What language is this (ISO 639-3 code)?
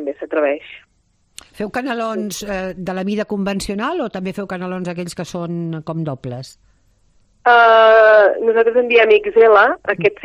cat